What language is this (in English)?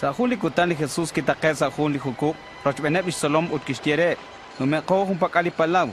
Kekchí